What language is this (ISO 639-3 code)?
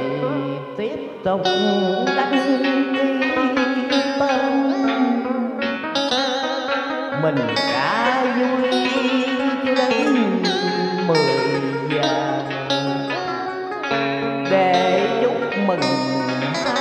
vie